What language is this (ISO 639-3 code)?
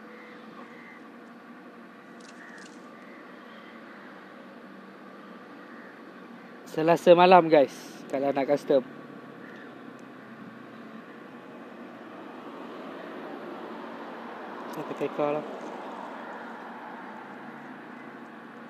msa